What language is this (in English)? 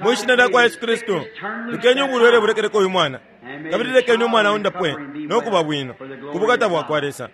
Bemba